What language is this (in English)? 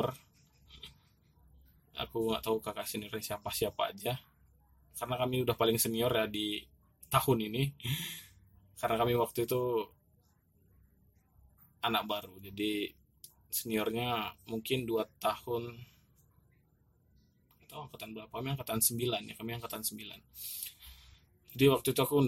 Indonesian